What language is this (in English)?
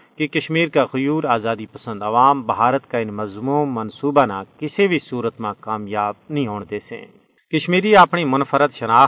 Gujari